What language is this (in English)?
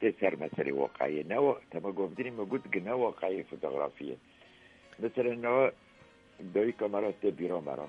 Kurdish